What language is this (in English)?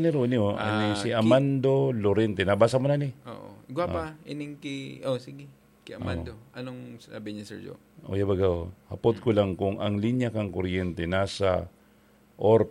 Bikol